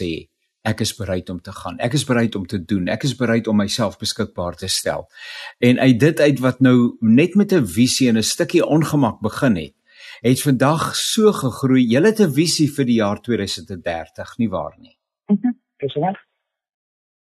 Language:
Afrikaans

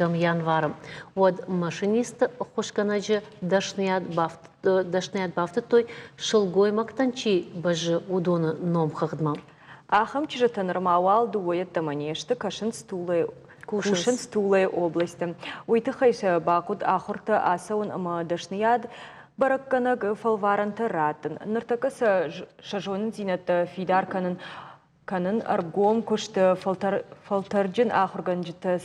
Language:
Ossetic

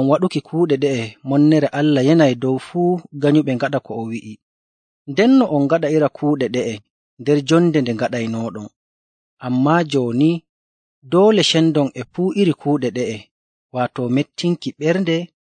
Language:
Nigerian Fulfulde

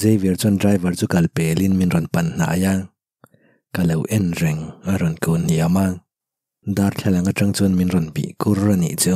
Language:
Mizo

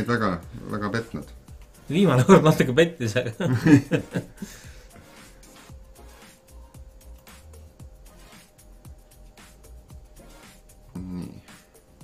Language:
Estonian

